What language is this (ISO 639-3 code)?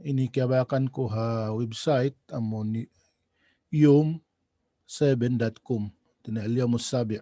tsg